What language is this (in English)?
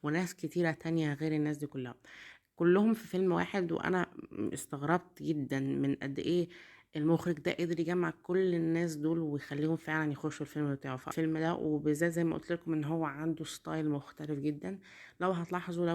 Egyptian Arabic